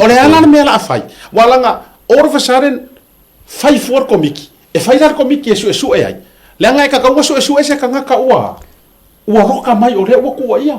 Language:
Samoan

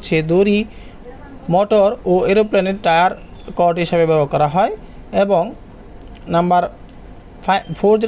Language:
Bangla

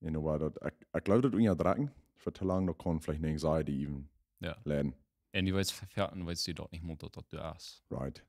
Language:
Plautdietsch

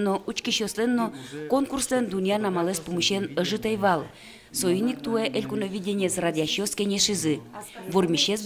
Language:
Udmurt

